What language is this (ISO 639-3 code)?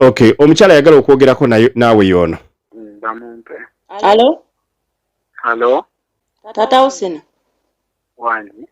lug